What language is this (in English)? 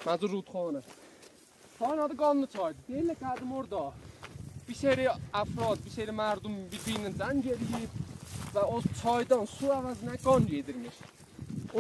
South Azerbaijani